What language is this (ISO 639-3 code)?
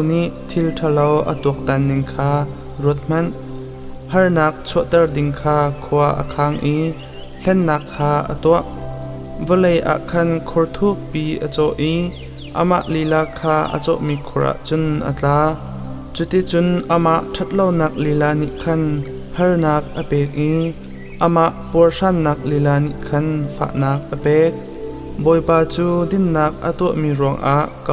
cnh